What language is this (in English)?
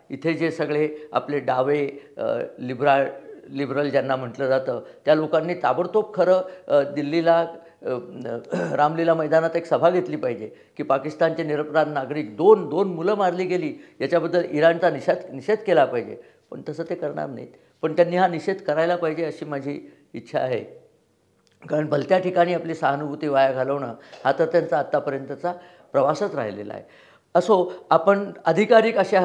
Marathi